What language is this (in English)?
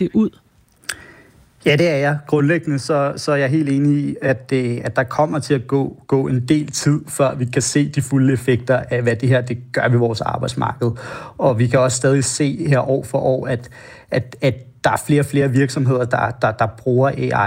Danish